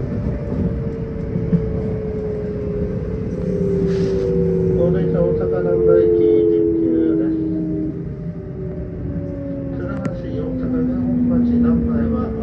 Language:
Japanese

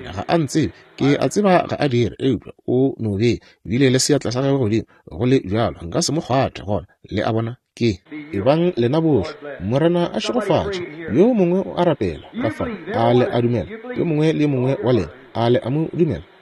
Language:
Northern Sotho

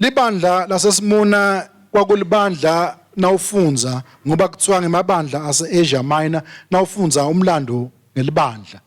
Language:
Swati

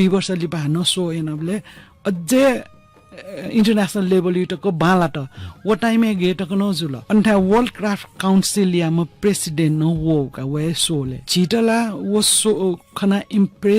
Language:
Newari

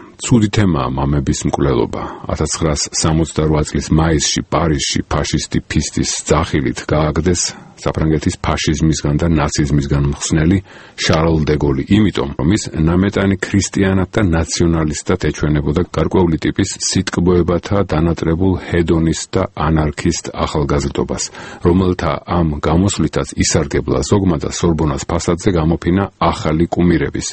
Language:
Georgian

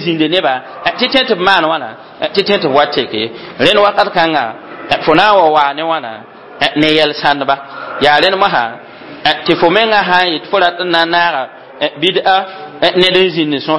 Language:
Mossi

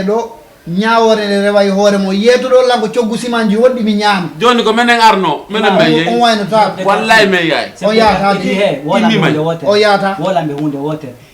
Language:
Fula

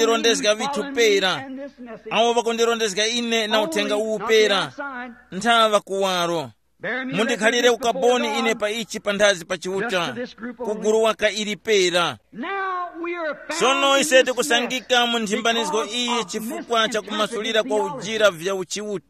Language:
Tumbuka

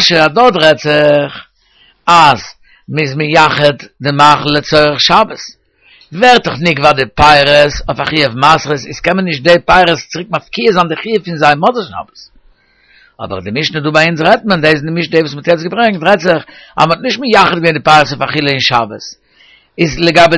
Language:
Yiddish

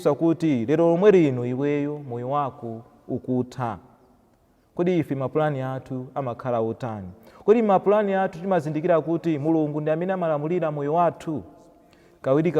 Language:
Nyanja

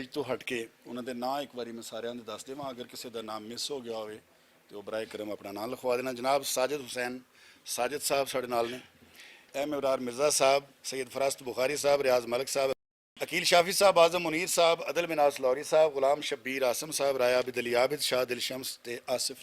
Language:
Western Panjabi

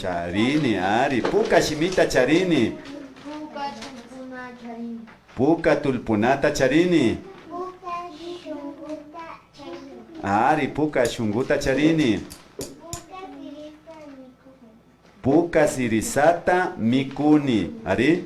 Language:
Imbabura Highland Quichua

